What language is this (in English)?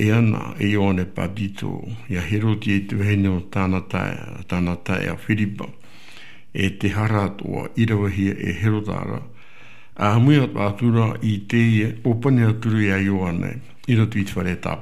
Tahitian